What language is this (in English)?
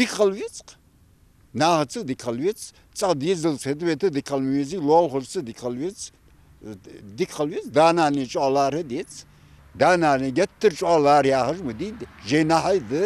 Ingush